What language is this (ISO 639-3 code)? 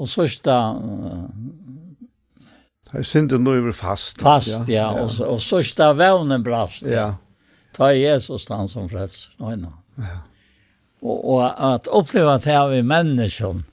fao